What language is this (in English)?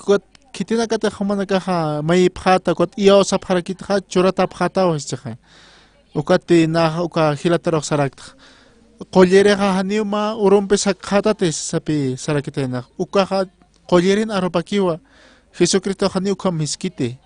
Aymara